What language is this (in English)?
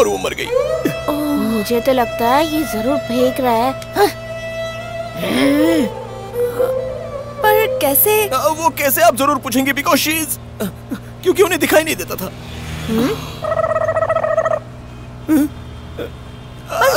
Hindi